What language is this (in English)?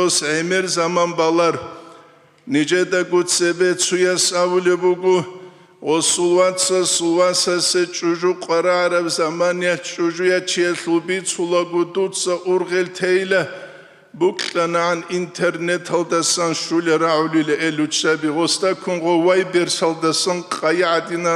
Avaric